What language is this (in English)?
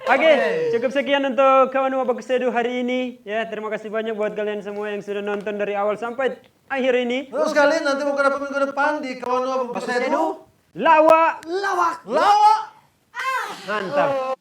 Manado Malay